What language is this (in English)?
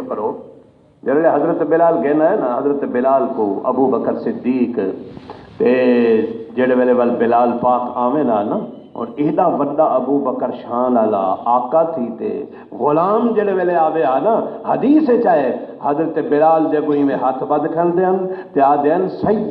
Saraiki